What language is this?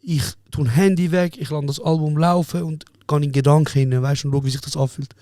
Swiss German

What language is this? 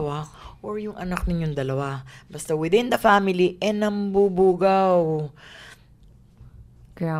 Filipino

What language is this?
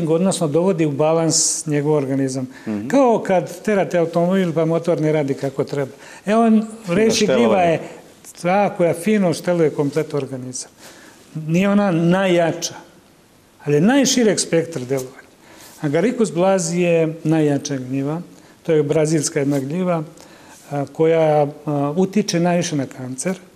Serbian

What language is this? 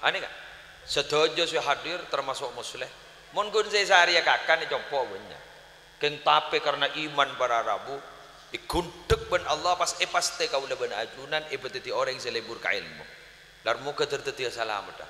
Madurese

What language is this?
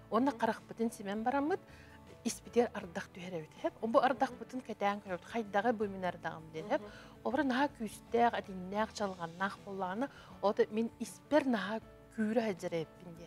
Yakut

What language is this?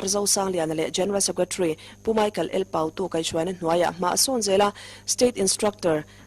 Mizo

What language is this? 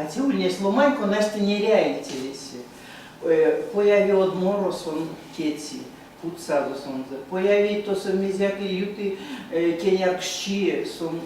Erzya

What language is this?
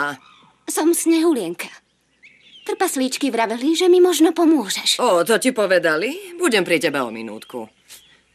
Slovak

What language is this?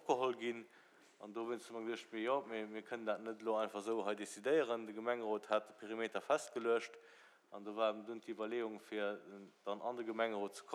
Luxembourgish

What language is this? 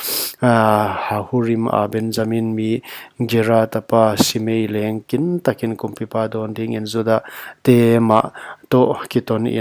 Paite Chin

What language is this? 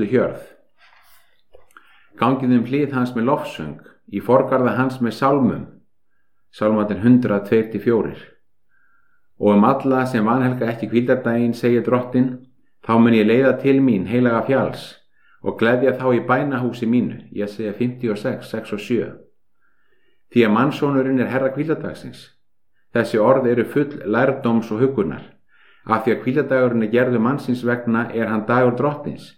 Icelandic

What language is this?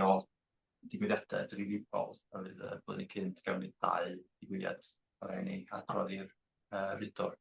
Welsh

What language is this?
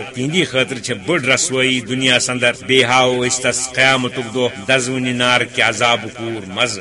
Kashmiri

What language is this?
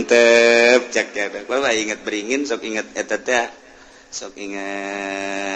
Sundanese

